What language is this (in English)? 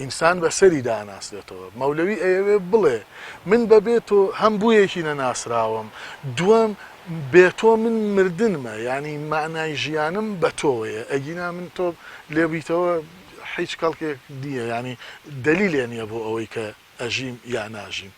Central Kurdish